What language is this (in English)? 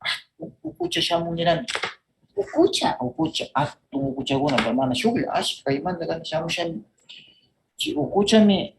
Northern Pastaza Quichua